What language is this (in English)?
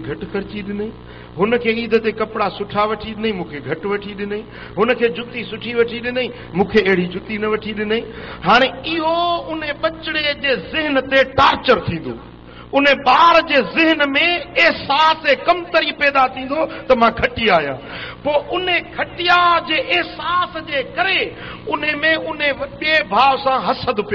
Sindhi